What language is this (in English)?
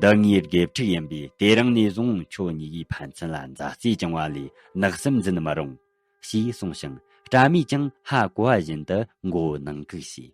Tibetan